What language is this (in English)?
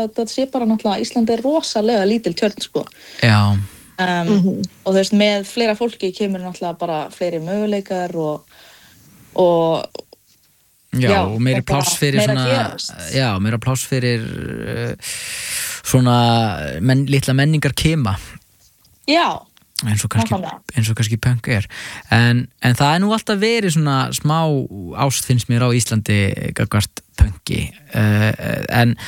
Icelandic